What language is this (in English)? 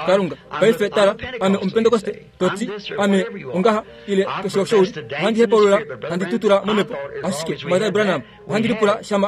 Kuanyama